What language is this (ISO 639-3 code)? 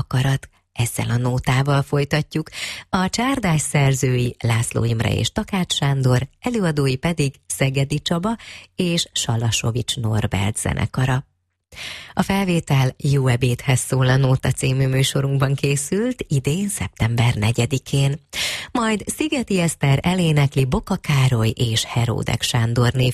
hun